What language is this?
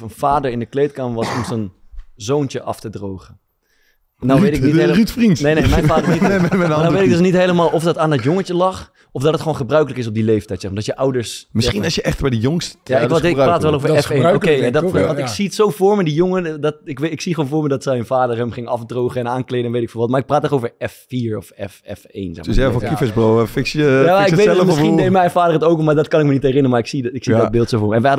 Dutch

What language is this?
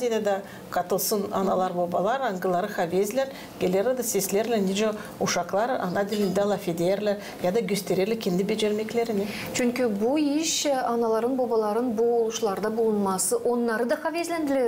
Gagauz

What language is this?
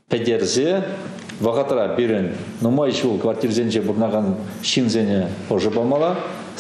Chuvash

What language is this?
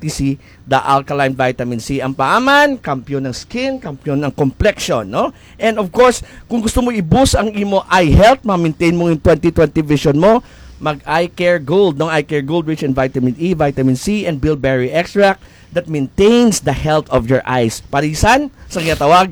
Hiligaynon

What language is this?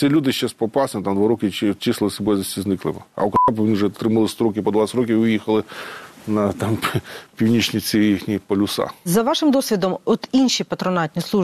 Ukrainian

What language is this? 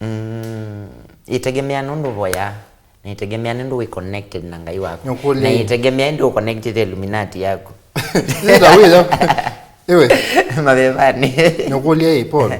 Kamba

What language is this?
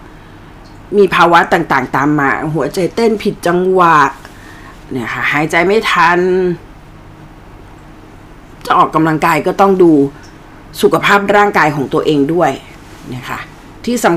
Thai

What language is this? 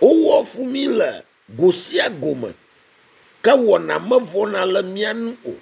Ewe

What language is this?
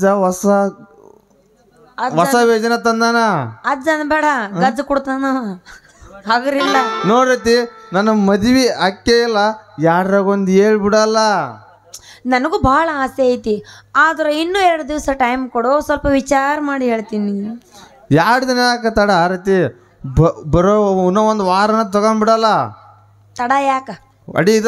Kannada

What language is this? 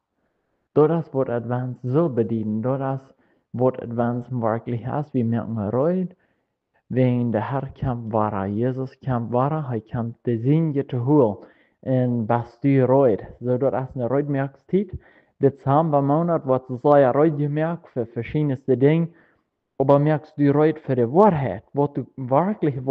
Plautdietsch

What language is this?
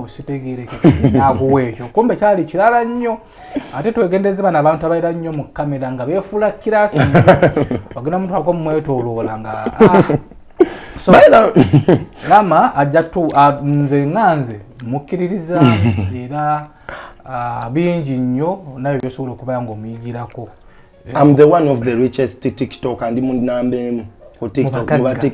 Ganda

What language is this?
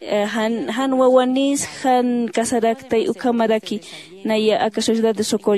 Aymara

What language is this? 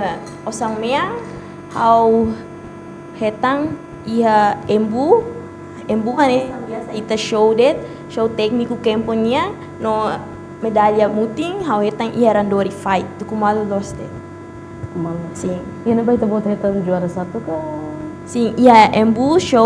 Tetum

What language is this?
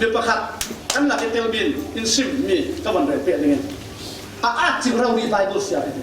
Falam Chin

